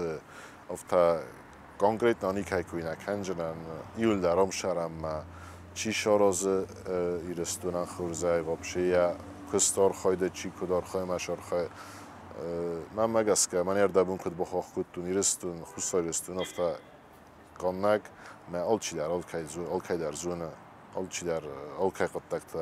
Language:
Ossetic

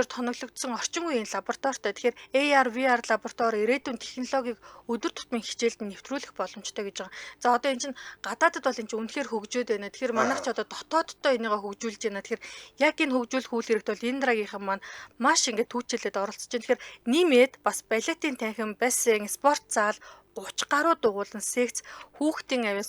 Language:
Mongolian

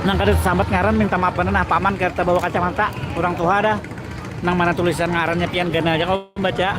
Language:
Banjar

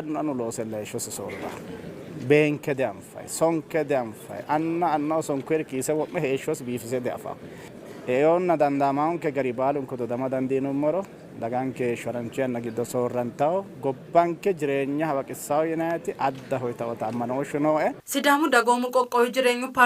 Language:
Sidamo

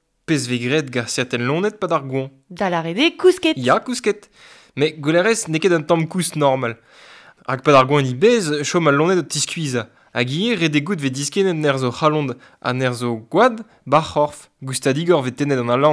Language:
Breton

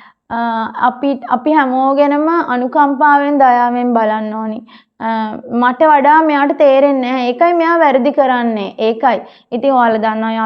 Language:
Sinhala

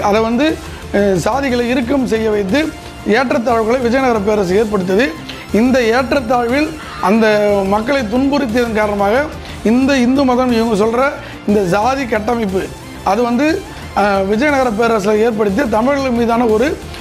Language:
Tamil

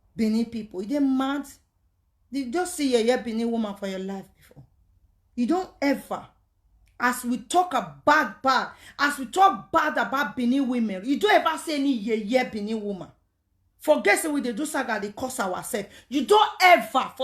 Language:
Nigerian Pidgin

